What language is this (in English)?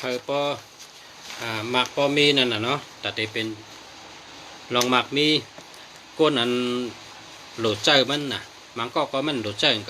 Shan